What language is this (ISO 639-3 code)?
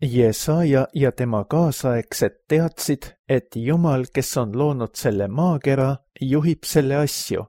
est